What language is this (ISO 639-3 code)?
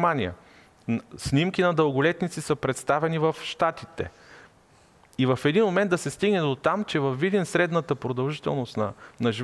bul